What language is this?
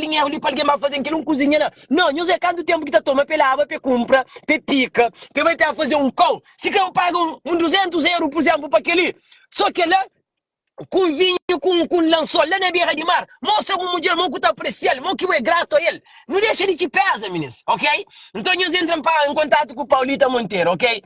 Kabuverdianu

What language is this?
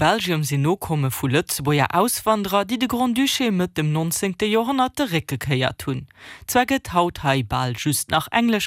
Luxembourgish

